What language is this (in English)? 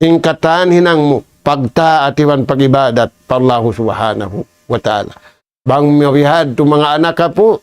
Tausug